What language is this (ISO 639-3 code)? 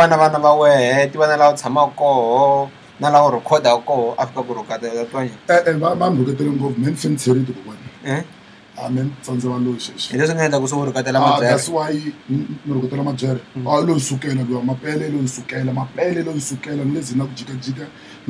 tso